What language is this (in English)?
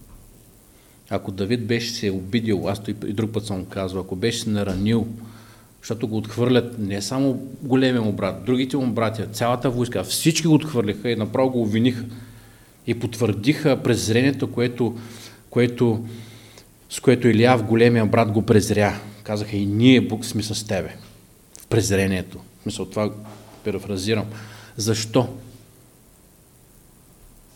Bulgarian